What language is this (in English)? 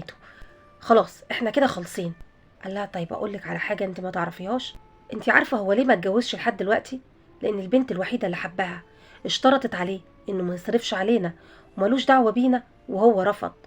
Egyptian Arabic